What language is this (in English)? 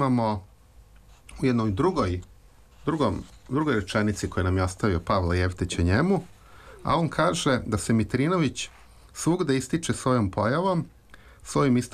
Serbian